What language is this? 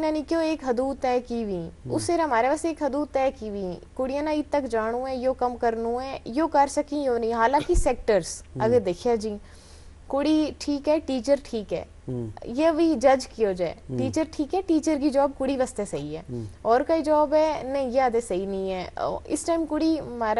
Gujari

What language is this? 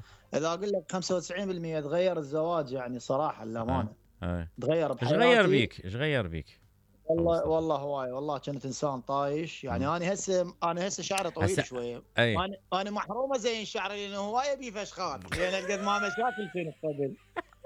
Mesopotamian Arabic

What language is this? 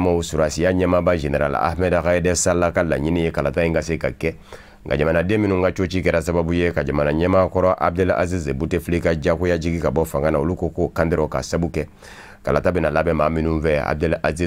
Bambara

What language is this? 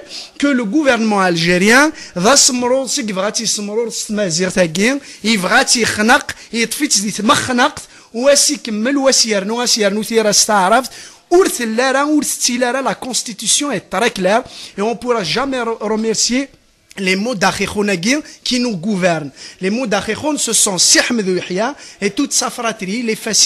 Kabyle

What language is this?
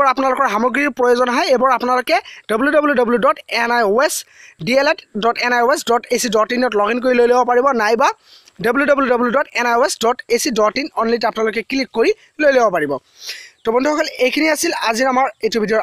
Assamese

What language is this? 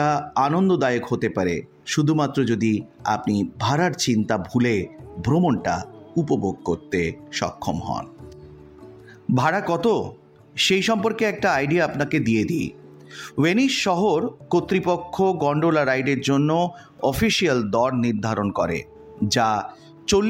Bangla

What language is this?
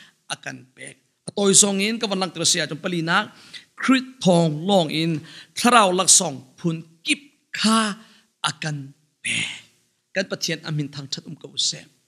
Hakha Chin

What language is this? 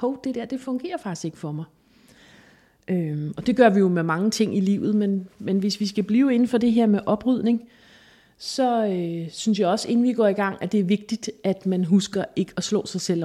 Danish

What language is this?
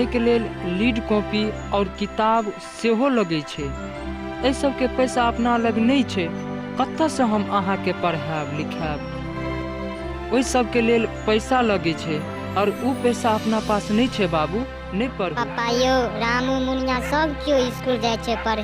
Maithili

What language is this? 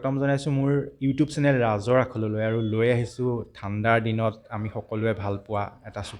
Assamese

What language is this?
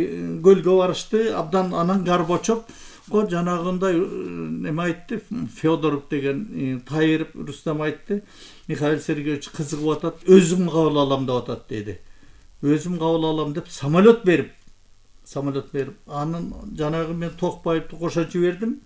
Kyrgyz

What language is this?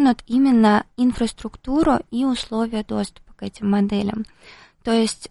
Russian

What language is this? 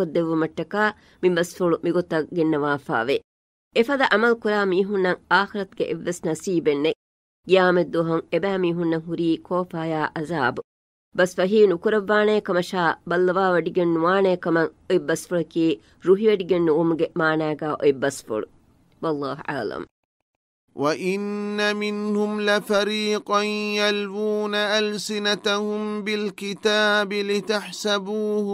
Divehi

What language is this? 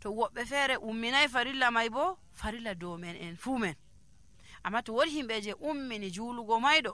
Nigerian Fulfulde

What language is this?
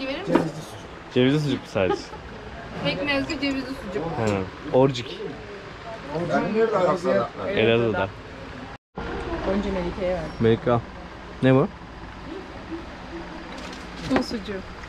Turkish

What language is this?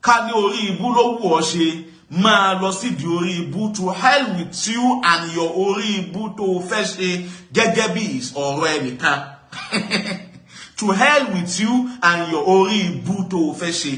Yoruba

